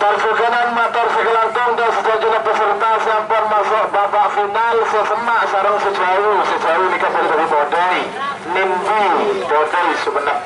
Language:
Madurese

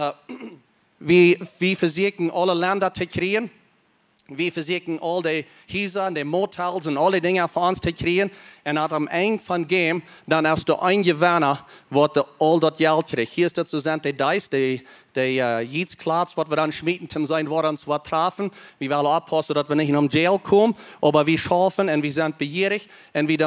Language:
Plautdietsch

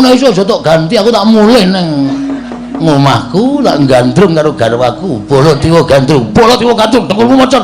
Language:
Javanese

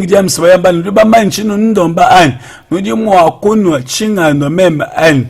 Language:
Luba-Lulua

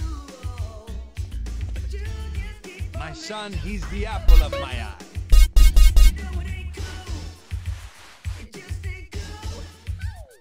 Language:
English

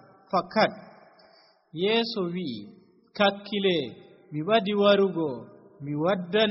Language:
Nigerian Fulfulde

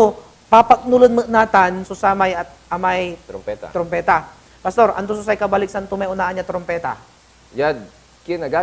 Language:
Pangasinan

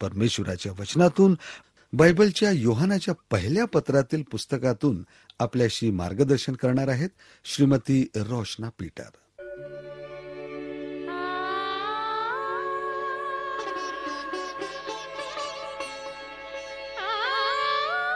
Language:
Marathi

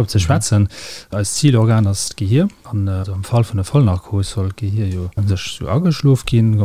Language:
Luxembourgish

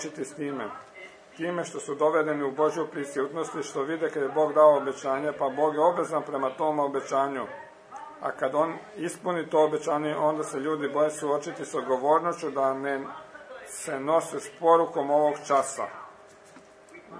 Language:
Croatian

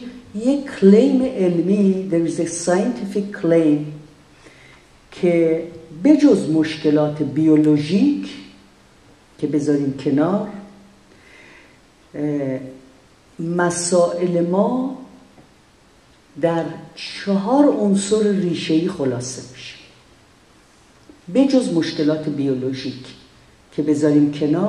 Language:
Persian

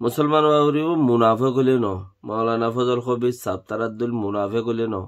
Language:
Rohingya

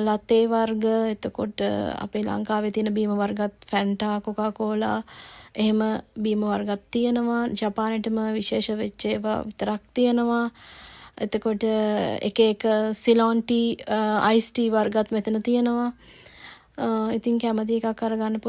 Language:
Sinhala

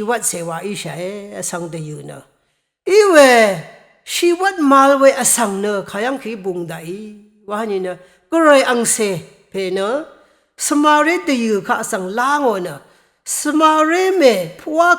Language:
Rawang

